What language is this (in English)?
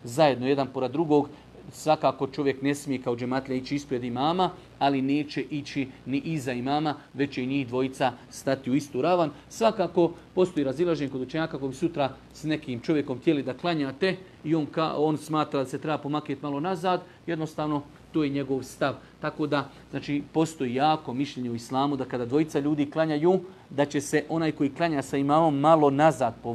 Bosnian